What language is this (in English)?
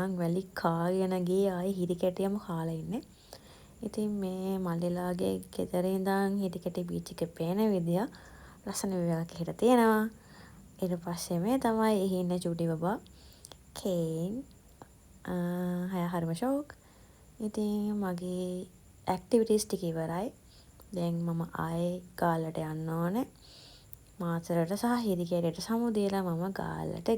Sinhala